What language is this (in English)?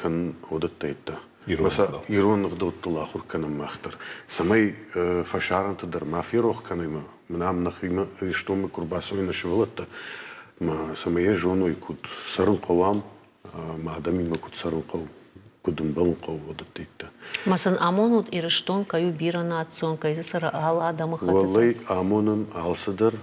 Ossetic